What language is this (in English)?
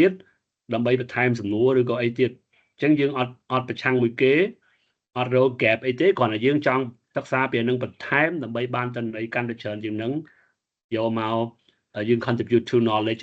Khmer